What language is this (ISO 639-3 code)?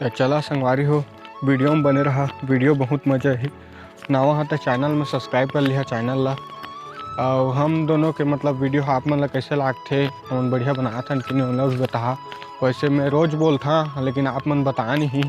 hne